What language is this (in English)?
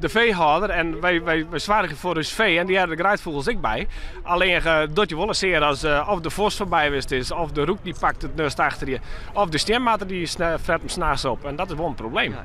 Western Frisian